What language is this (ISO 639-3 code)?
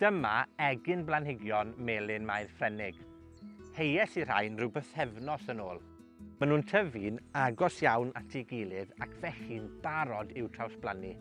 cym